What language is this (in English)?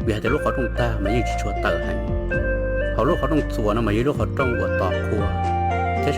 Hmong